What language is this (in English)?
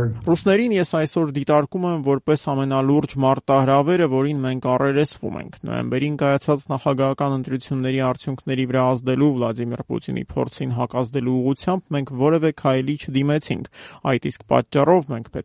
Armenian